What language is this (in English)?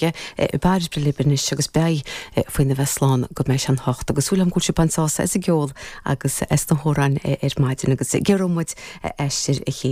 Irish